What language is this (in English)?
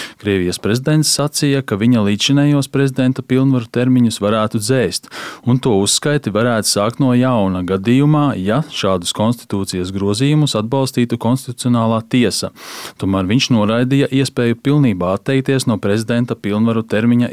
Latvian